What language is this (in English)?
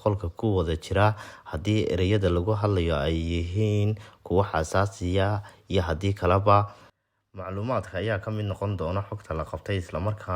Somali